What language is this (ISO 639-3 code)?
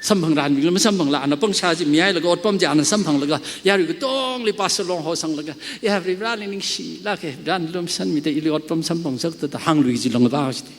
nmf